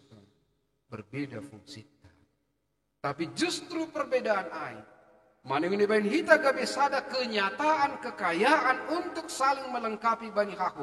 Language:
Batak Simalungun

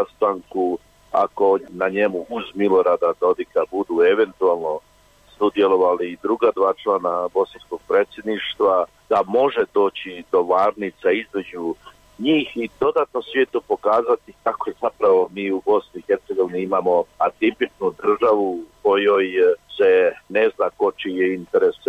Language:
Bosnian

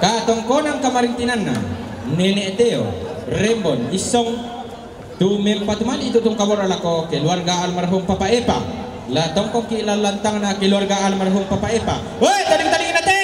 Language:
Toraja-Sa'dan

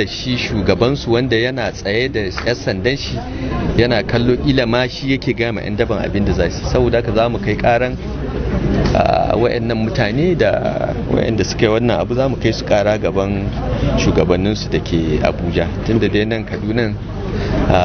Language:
Hausa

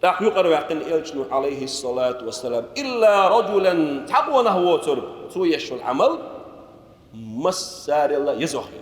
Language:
Chechen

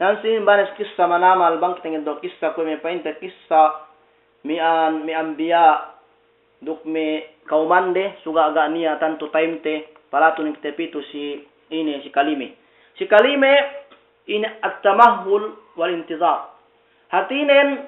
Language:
Yakan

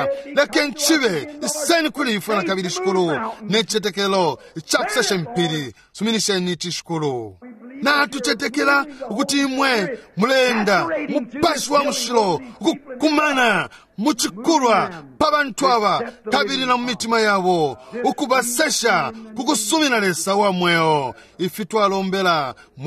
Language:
Bemba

